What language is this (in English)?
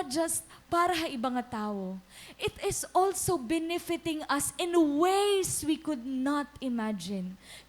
Waray